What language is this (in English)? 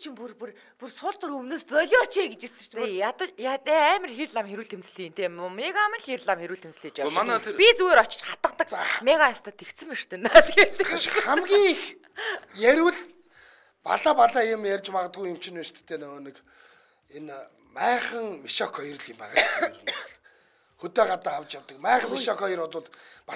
Mongolian